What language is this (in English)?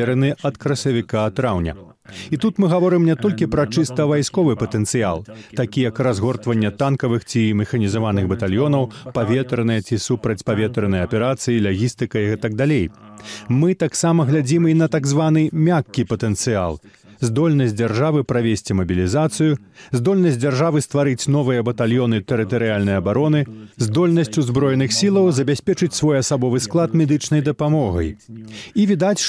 Belarusian